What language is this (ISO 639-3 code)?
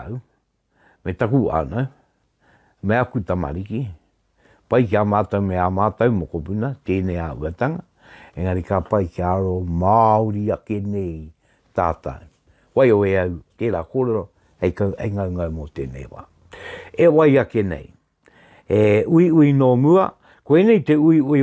mri